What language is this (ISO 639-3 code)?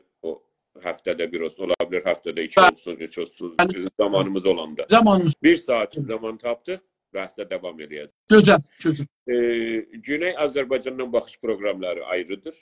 azb